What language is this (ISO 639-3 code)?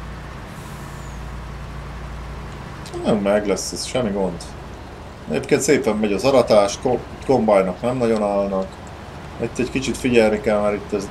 hun